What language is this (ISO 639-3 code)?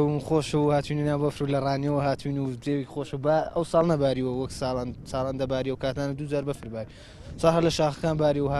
ckb